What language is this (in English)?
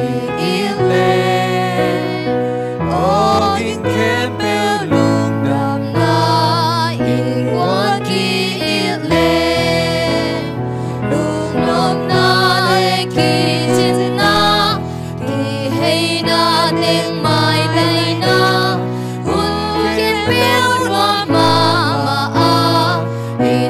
Tedim Chin